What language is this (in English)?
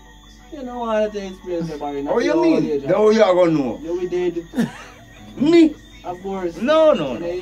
Jamaican Creole English